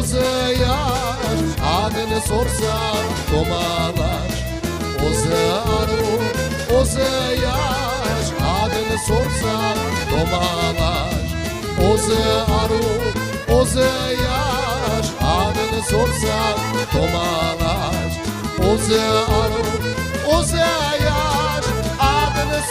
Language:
Crimean Tatar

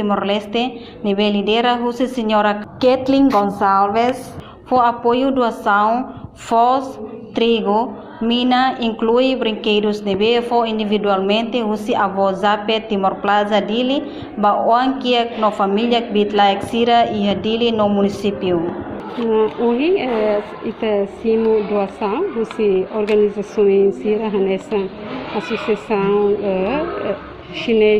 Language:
Tetum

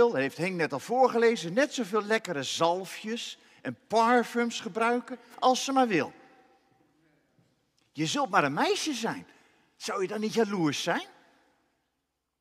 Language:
Dutch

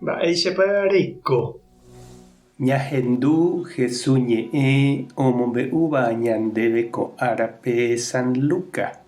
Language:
Guarani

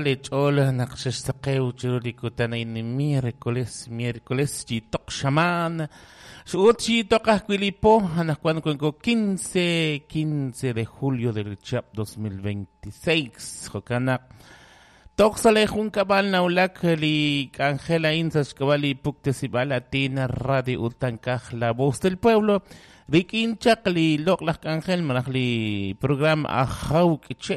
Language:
Kekchí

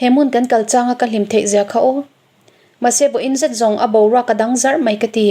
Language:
Mizo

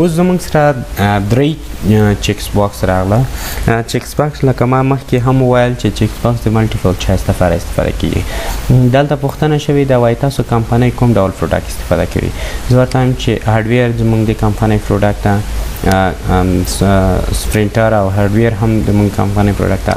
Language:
Pashto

